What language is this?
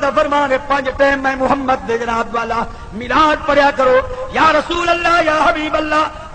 Saraiki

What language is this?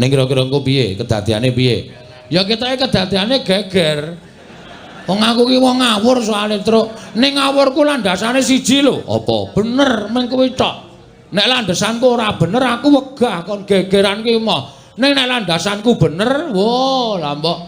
Javanese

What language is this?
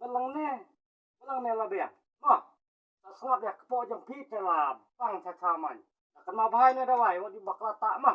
Khasi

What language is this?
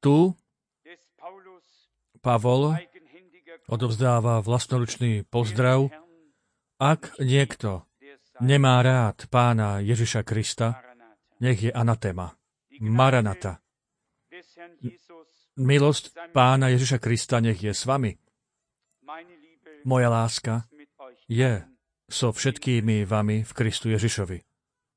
Slovak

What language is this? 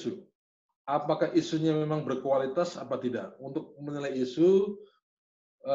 Indonesian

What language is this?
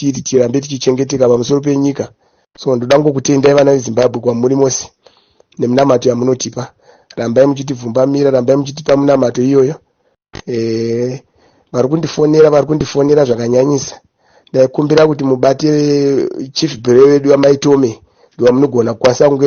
Shona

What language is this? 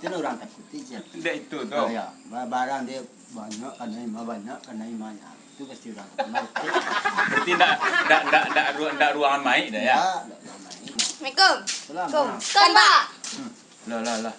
Minangkabau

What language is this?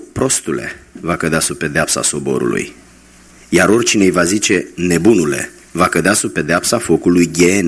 Romanian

